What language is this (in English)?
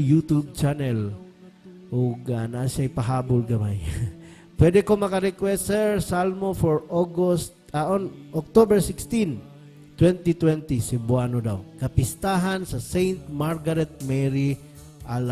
Cebuano